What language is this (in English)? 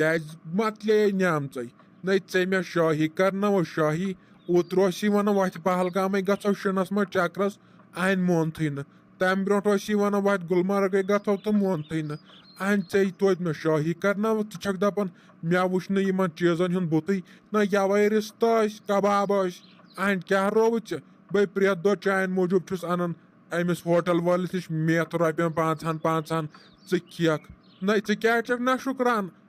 Kashmiri